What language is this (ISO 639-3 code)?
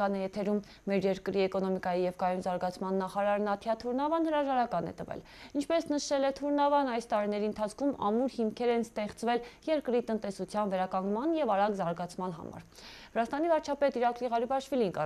hye